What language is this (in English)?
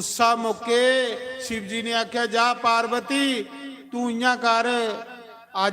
Dogri